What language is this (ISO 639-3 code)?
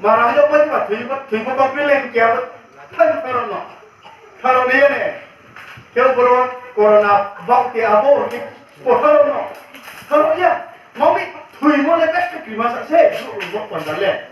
ria